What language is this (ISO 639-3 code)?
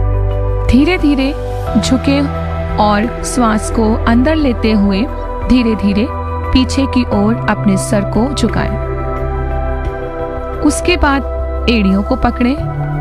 hin